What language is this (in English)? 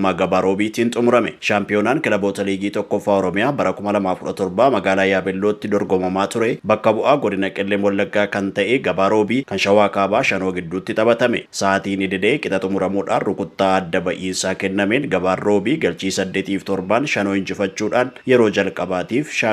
Oromo